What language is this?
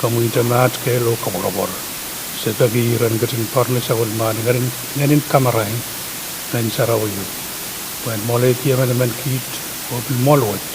Pohnpeian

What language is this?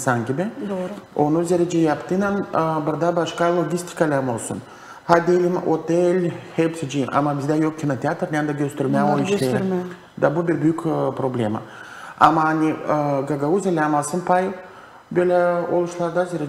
Gagauz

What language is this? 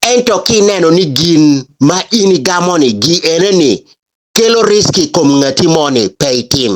Acoli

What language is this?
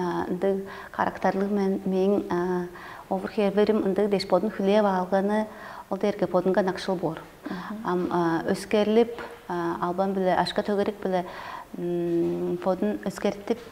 Tuvinian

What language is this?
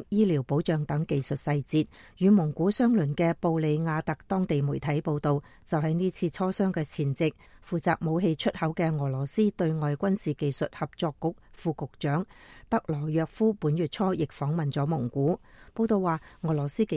Cantonese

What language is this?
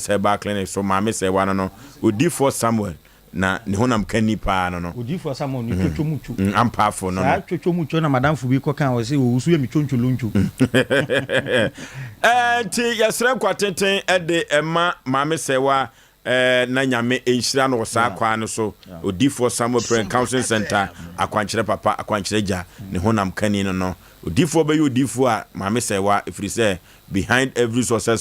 Akan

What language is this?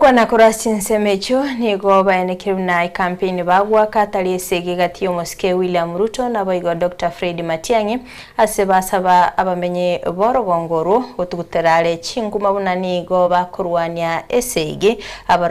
Gusii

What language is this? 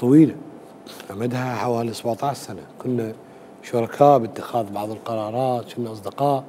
Mesopotamian Arabic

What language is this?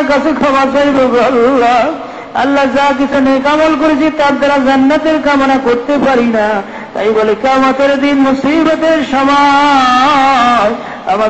Bangla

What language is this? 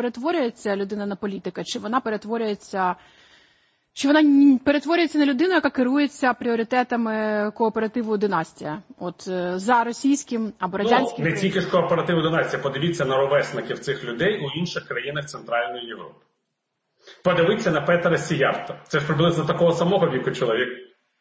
Ukrainian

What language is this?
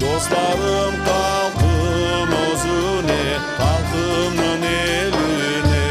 Crimean Tatar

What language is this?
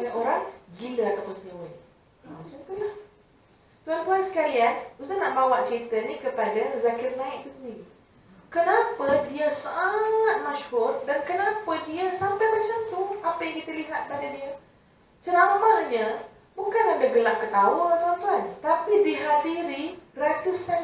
Malay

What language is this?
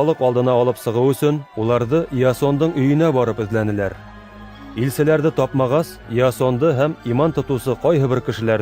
Bashkir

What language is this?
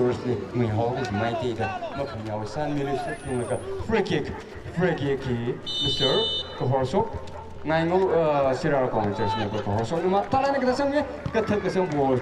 Tangkhul Naga (India)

